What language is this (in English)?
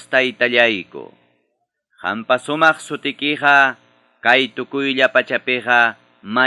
Ayacucho Quechua